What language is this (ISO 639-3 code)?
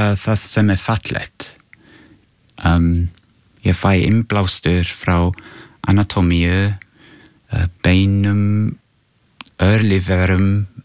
isl